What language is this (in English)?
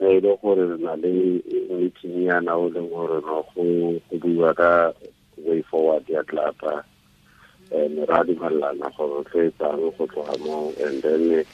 Tswana